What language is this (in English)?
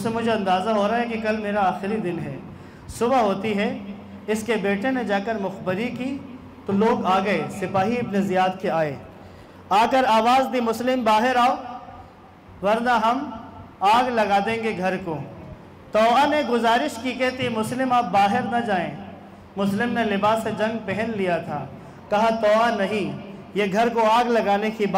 Urdu